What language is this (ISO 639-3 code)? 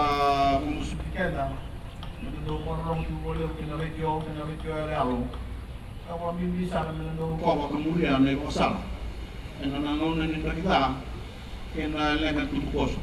fij